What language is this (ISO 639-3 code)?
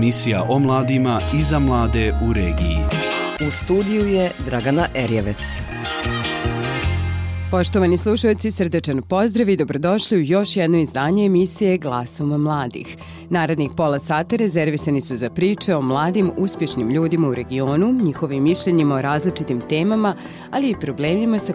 bos